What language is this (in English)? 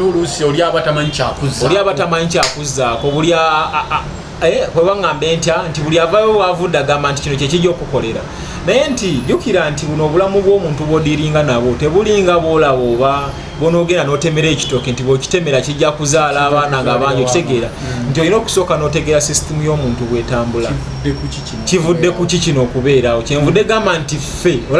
Ganda